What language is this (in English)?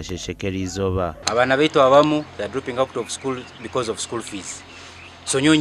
Nyankole